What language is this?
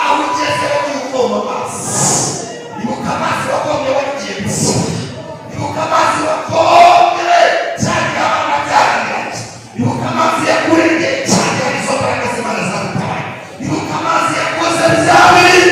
Kinyarwanda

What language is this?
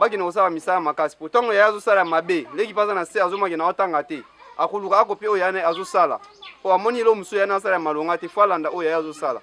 Lingala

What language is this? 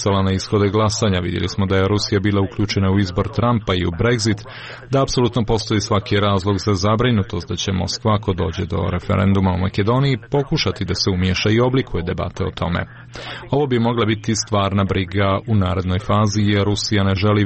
Serbian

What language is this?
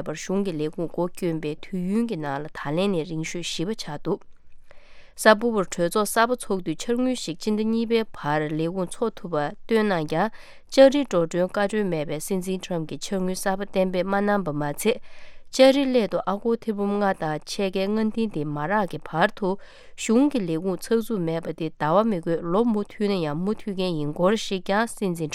Tibetan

